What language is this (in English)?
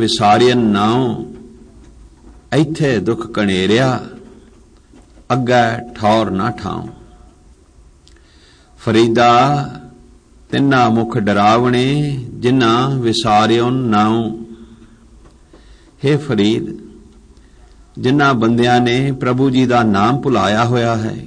Punjabi